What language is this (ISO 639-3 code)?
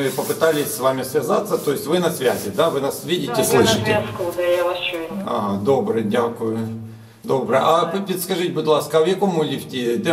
ukr